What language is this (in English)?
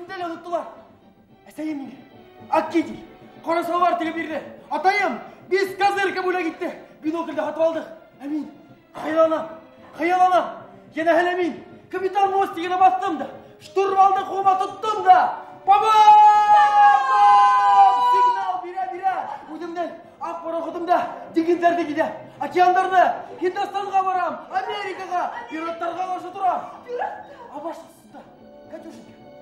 Bashkir